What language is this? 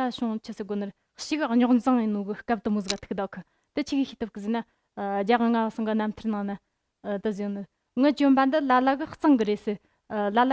Tibetan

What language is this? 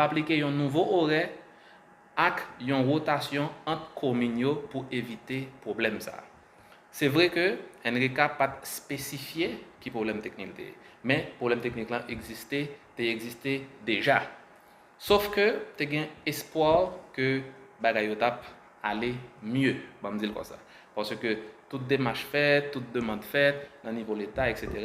Haitian Creole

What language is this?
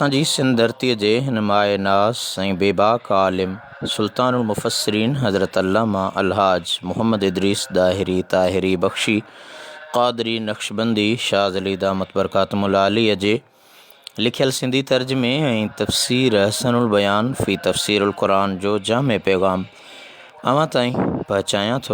Sindhi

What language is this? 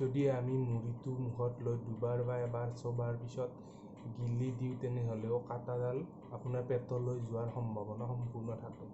Assamese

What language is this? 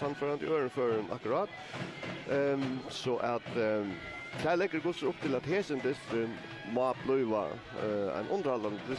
Faroese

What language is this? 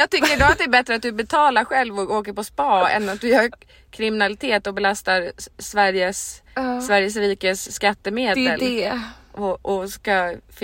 Swedish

